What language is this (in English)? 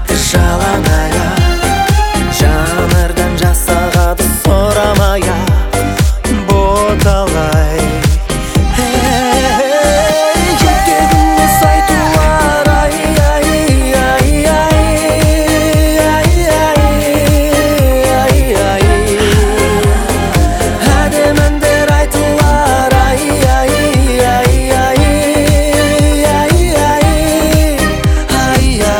Kazakh